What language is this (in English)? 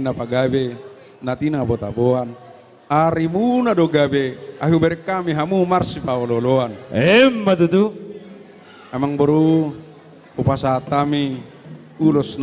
Batak Toba